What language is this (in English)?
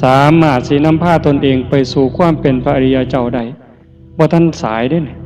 Northeastern Thai